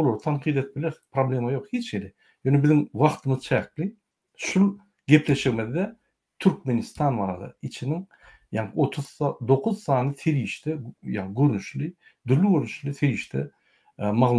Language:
Turkmen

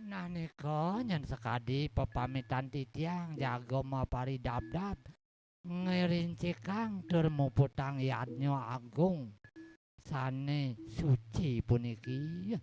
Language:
Balinese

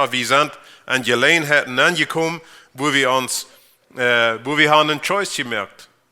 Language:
Plautdietsch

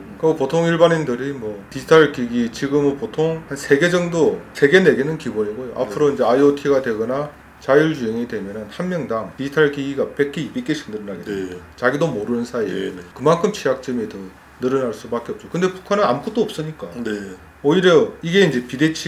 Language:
Korean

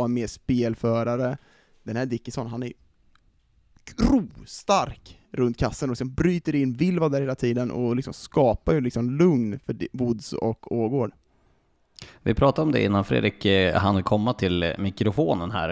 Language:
Swedish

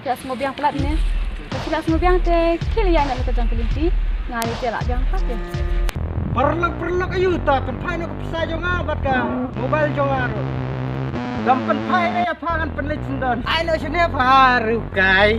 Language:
Khasi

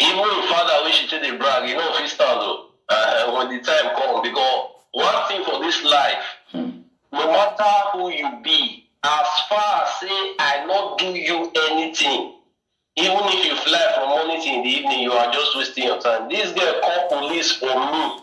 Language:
Nigerian Pidgin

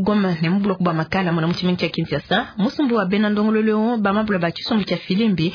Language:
Luba-Lulua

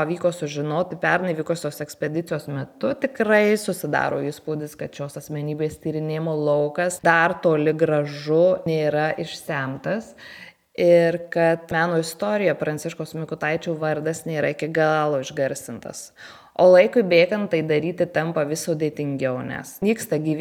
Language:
Lithuanian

